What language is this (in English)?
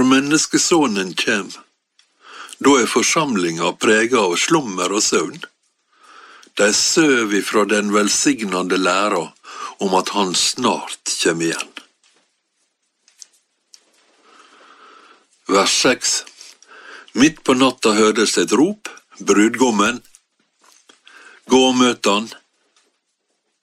Norwegian